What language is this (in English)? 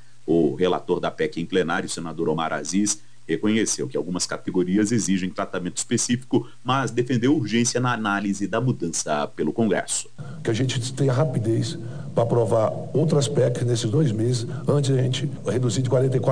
Portuguese